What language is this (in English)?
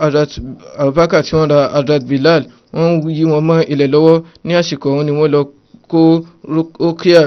Yoruba